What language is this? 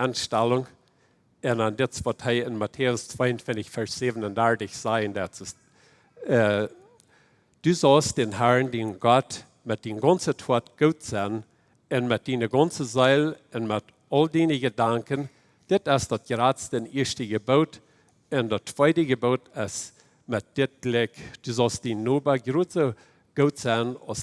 Plautdietsch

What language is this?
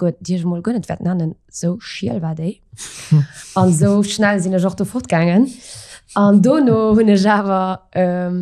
Luxembourgish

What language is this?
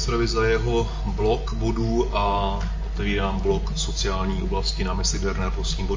Czech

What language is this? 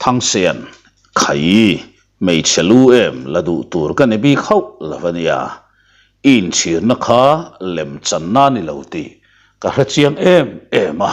Mizo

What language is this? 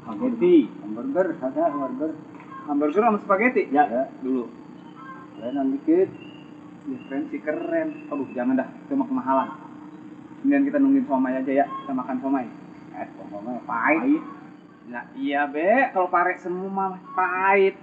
Betawi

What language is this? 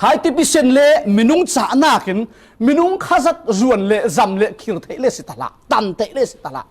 Falam Chin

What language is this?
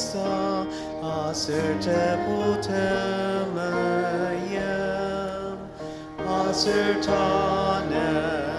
Ao Naga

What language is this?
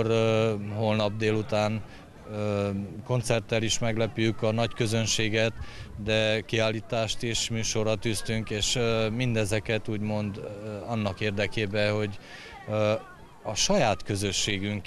Hungarian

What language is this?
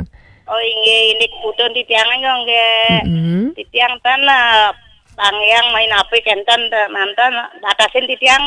Balinese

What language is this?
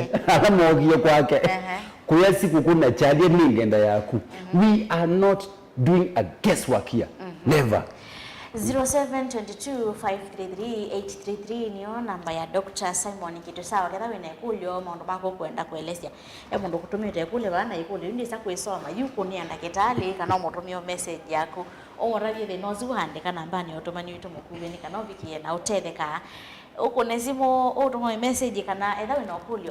Kamba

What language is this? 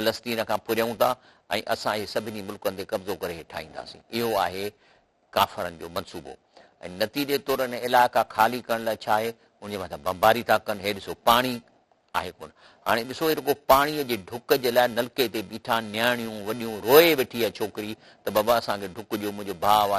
Sindhi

